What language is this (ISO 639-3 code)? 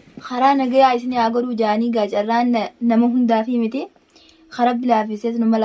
orm